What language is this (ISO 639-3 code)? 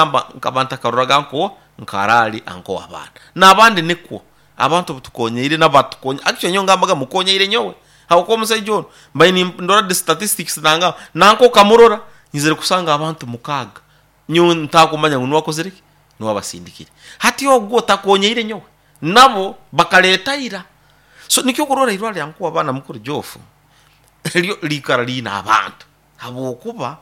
nyo